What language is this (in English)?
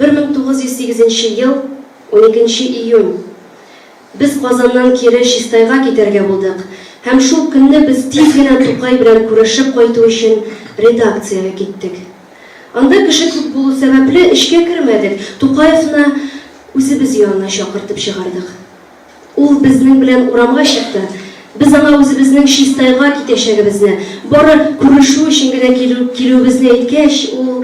Tatar